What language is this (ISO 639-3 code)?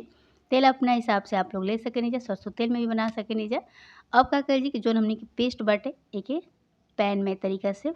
bho